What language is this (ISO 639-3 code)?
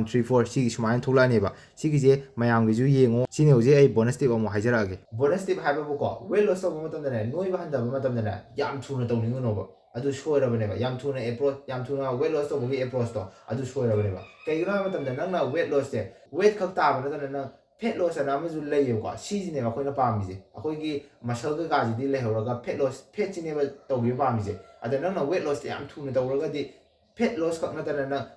mni